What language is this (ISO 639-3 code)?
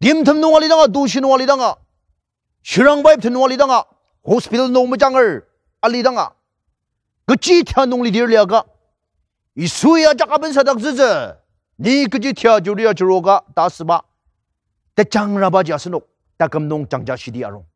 njo